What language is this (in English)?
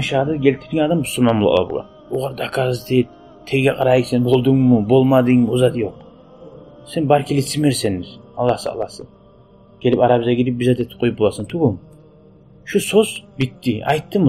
Kumyk